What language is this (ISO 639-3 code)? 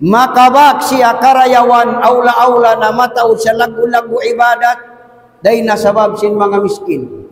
tsg